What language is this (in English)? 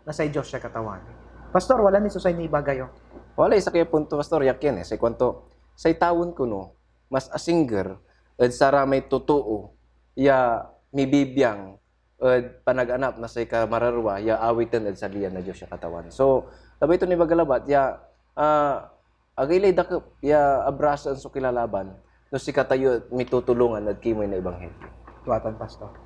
Pangasinan